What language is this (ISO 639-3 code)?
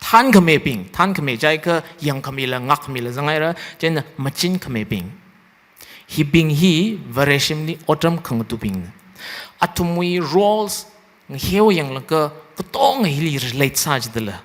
nmf